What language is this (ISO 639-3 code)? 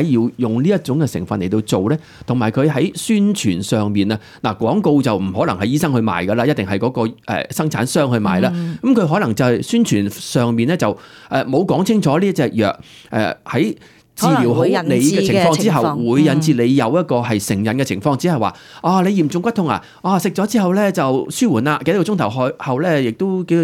yue